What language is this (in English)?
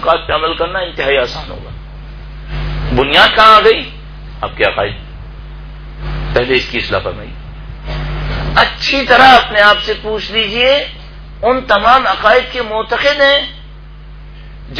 Urdu